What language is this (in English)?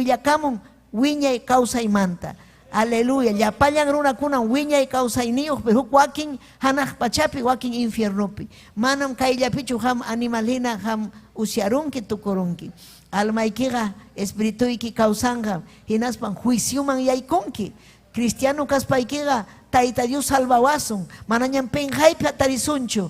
Ayacucho Quechua